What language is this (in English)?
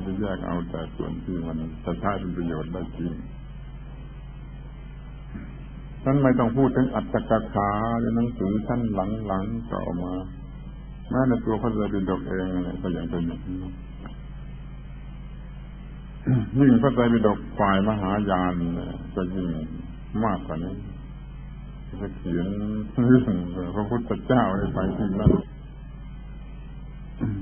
Thai